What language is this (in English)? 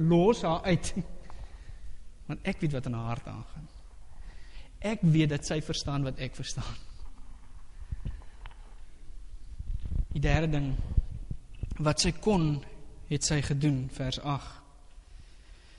Afrikaans